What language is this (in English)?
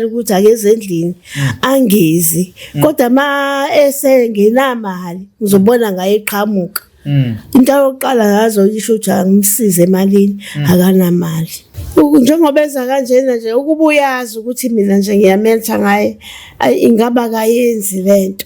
Zulu